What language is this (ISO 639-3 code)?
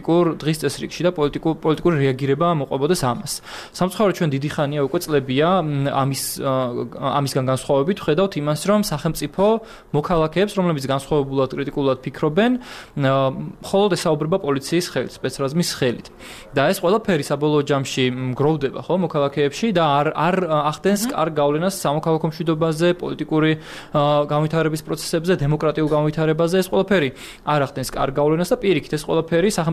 kat